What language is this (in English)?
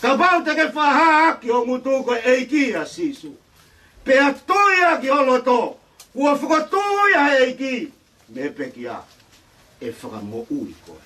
Tongan